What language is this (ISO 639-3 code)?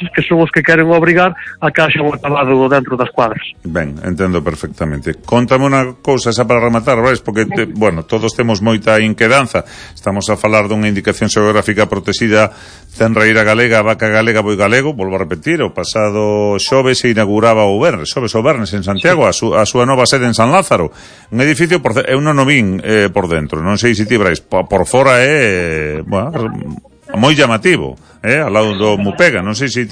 glg